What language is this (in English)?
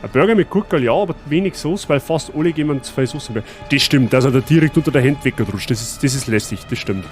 Bavarian